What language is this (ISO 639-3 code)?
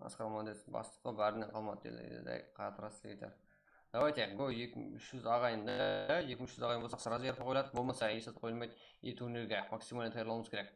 kaa